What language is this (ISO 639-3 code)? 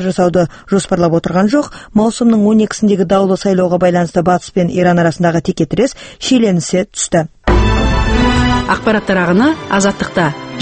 kaz